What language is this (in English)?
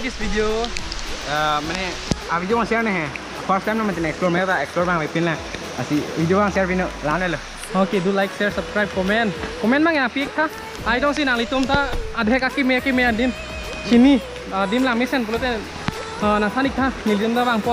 Karbi